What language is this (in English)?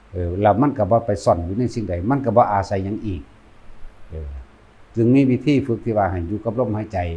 Northeastern Thai